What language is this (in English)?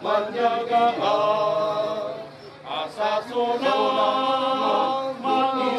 Batak Toba